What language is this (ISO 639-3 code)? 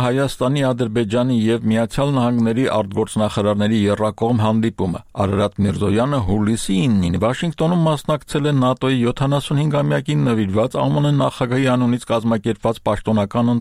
hye